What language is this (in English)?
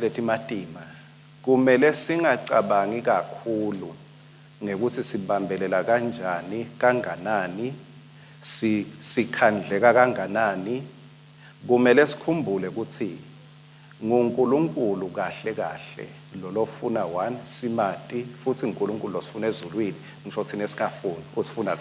Swati